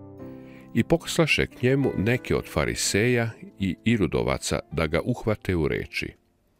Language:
Serbian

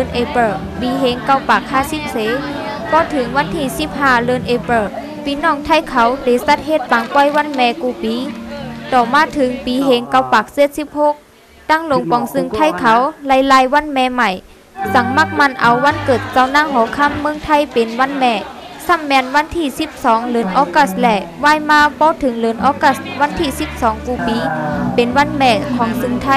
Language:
Shan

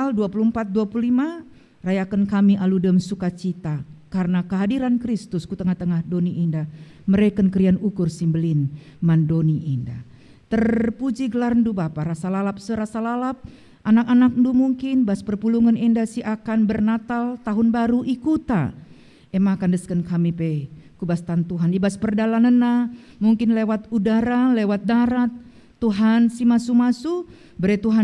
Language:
Batak Karo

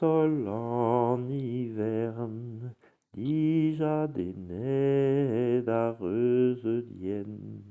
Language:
Breton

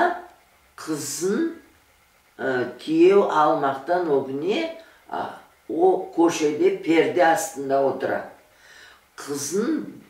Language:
Crimean Tatar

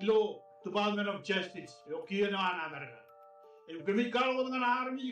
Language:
Marshallese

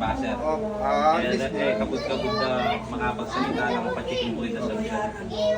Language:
Pampanga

